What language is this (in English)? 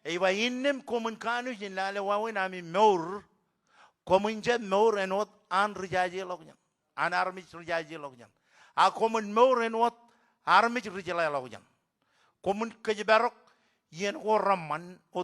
Marshallese